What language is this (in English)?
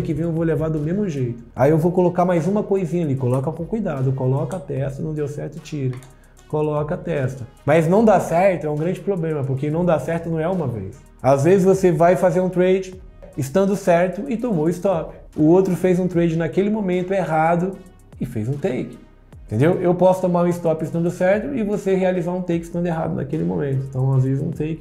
Portuguese